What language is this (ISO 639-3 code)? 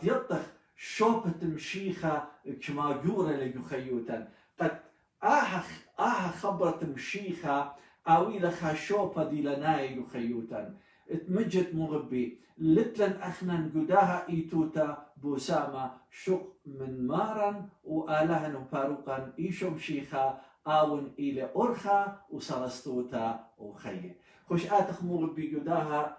aii